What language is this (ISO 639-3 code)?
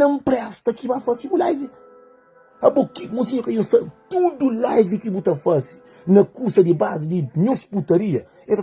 kea